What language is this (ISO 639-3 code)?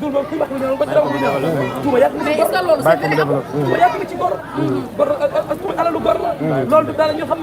wol